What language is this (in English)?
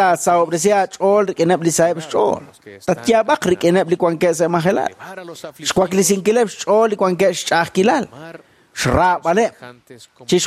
Kekchí